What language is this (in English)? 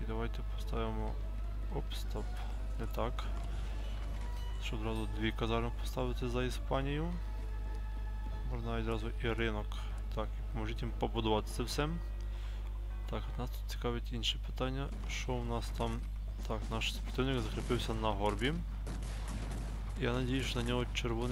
Ukrainian